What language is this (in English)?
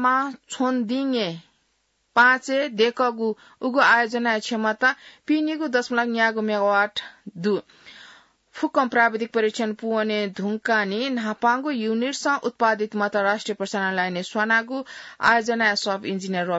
Newari